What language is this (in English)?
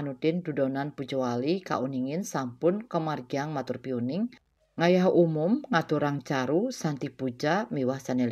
Balinese